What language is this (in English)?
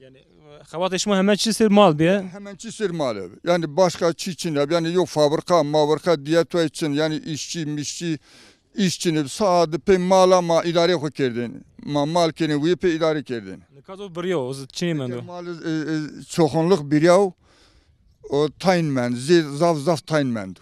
Zaza